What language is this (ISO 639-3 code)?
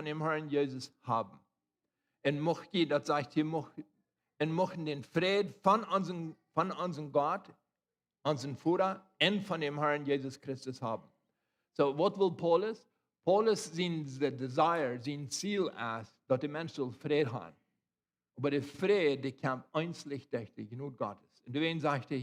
pdt